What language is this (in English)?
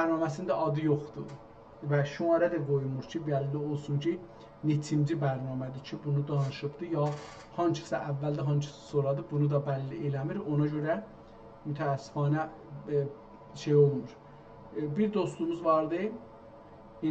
South Azerbaijani